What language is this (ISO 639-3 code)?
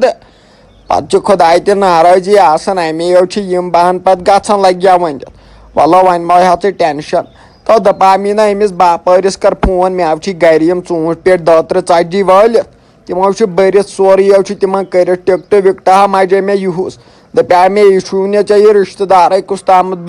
kas